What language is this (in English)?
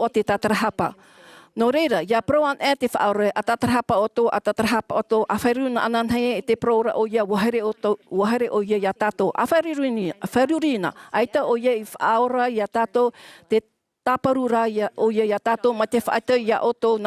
Tahitian